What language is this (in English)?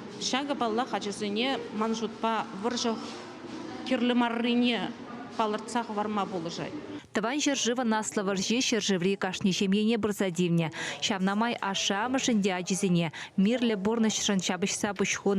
Chuvash